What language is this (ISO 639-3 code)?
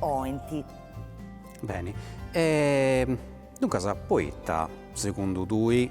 srd